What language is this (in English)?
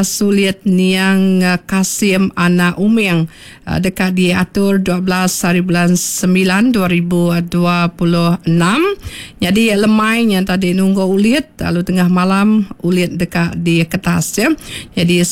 Iban